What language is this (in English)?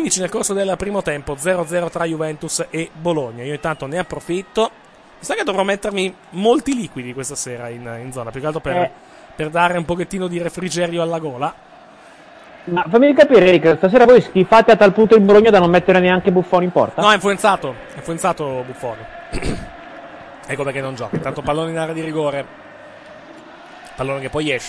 Italian